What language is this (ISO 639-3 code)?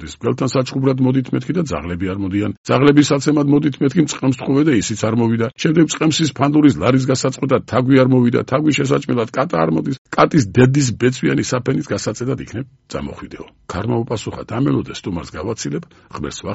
kat